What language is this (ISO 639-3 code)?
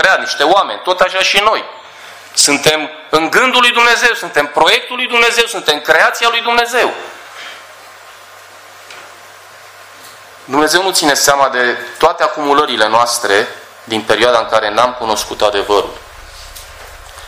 ron